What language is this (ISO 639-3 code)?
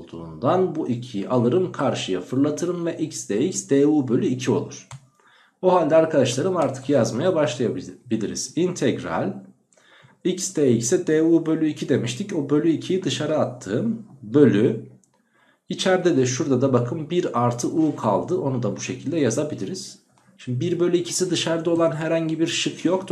tur